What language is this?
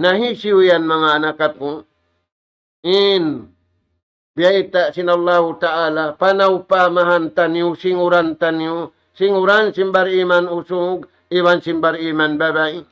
Tausug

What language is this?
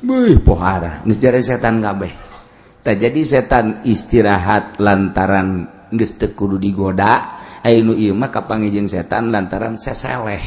Sundanese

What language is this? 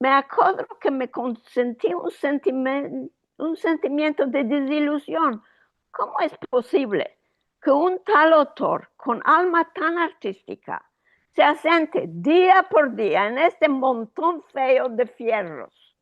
Ladino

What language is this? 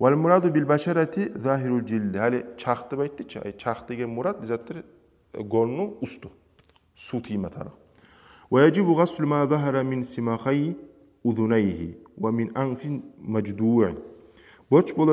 Kumyk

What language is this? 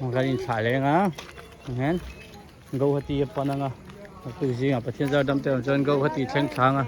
Hmar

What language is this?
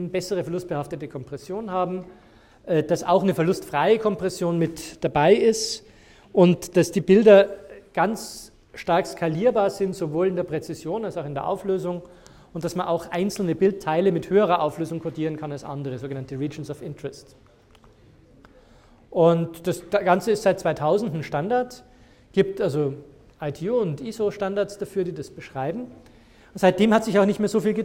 German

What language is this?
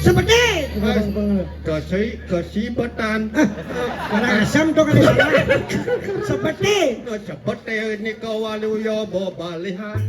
Balinese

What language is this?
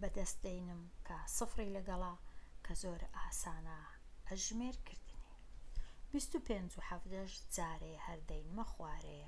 Central Kurdish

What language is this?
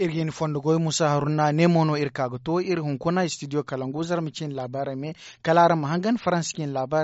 Zarma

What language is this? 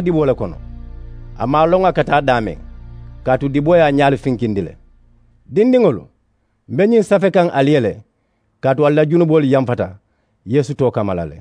Mandingo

